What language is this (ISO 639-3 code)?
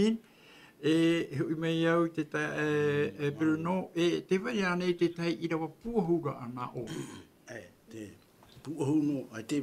tah